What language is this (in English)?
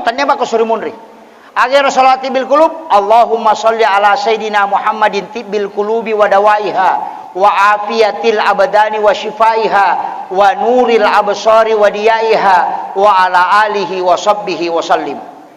Buginese